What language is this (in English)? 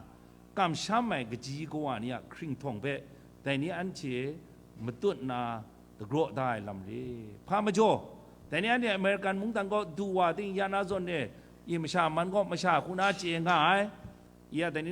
Kachin